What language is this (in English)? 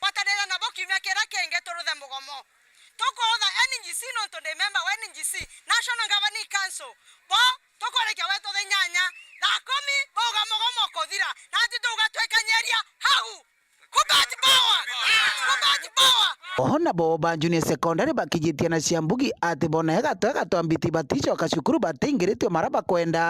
Meru